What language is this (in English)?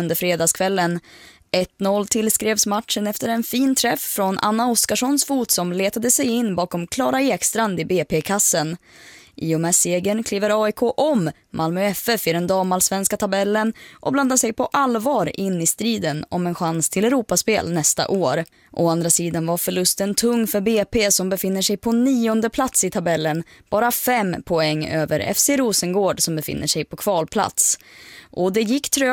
Swedish